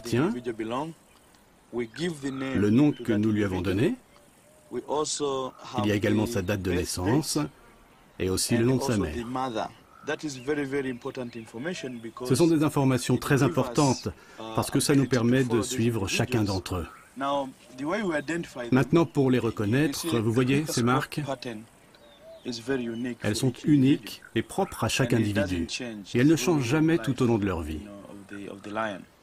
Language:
French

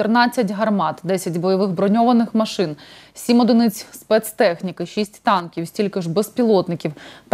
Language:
Ukrainian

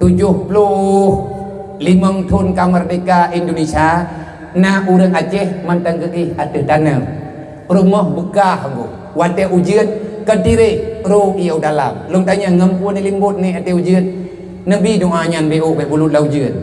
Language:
Achinese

